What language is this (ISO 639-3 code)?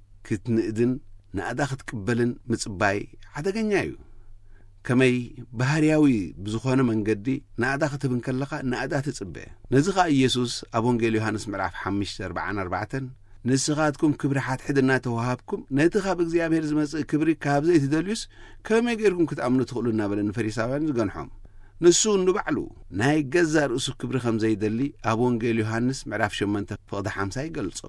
tir